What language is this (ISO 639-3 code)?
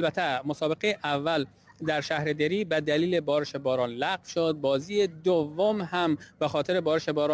fas